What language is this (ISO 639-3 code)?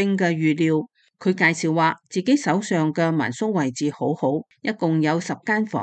yue